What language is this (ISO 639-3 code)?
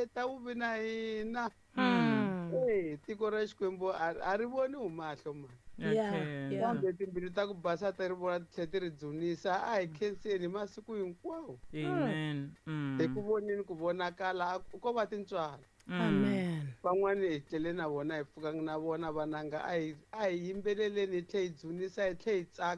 tso